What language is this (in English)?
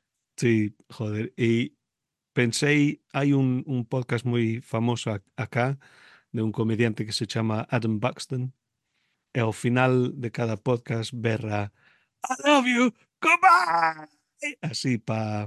Galician